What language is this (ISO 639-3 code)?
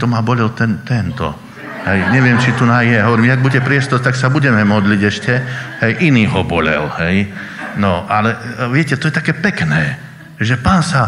slk